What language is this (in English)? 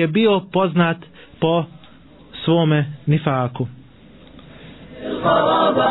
Bosnian